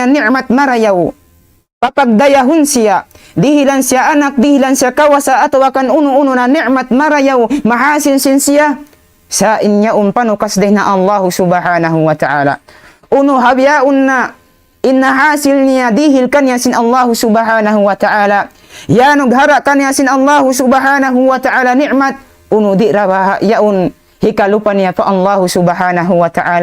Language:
Tausug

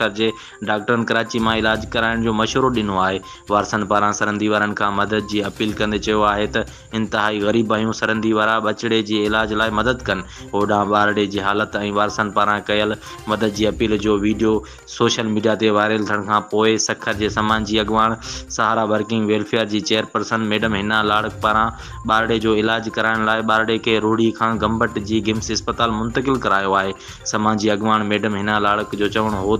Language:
Sindhi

